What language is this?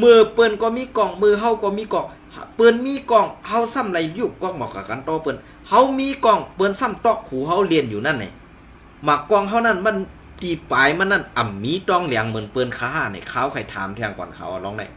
Shan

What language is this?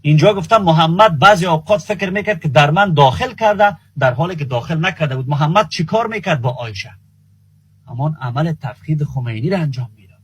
Persian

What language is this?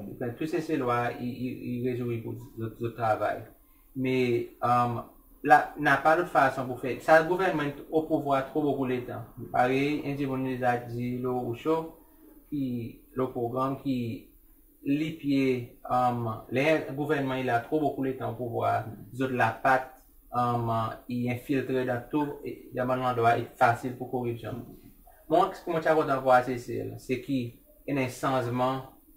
Seselwa Creole French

